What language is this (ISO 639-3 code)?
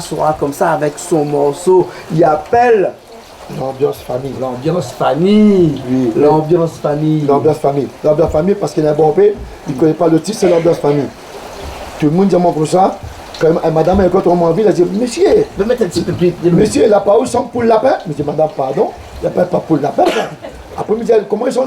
rcf